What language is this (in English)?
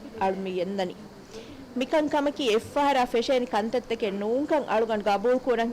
Divehi